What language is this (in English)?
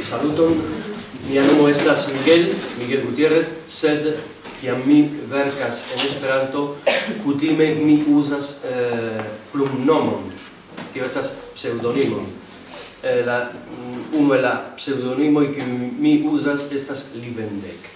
Esperanto